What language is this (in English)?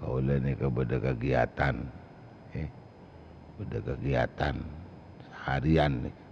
Madurese